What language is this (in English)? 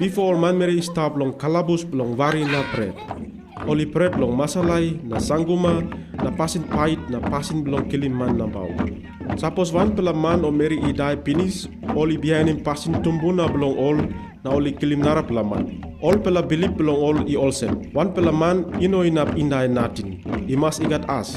Tok Pisin